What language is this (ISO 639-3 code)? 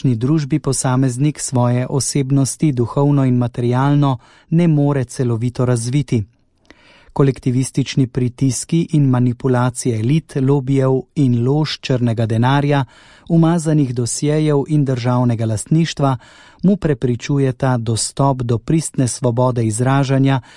slv